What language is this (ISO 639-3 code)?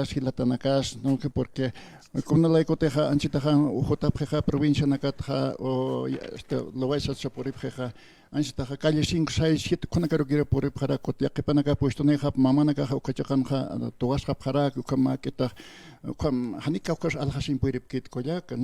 aym